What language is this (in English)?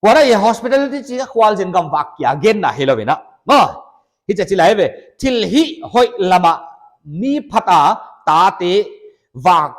Paite Chin